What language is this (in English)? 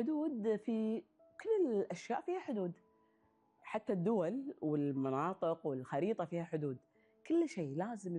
Gulf Arabic